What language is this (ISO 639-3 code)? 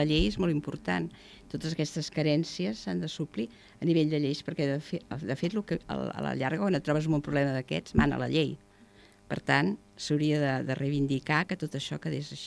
cat